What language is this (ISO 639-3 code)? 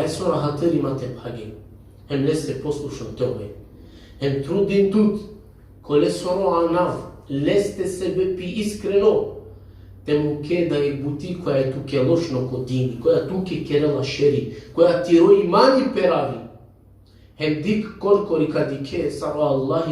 rmn